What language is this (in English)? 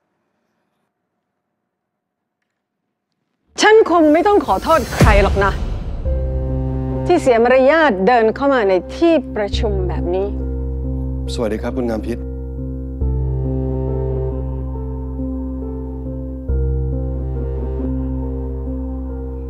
Thai